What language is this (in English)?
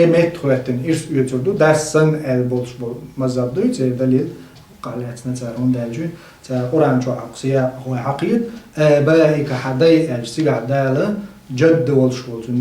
Chechen